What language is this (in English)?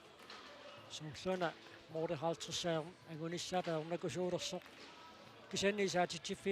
Kalaallisut